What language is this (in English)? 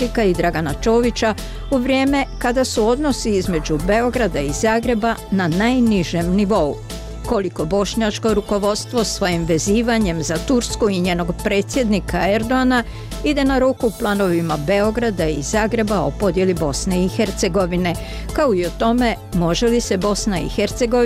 Bosnian